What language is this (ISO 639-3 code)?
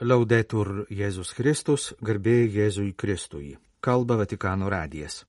lit